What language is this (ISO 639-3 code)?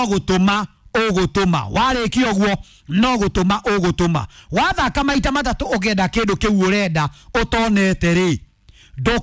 kik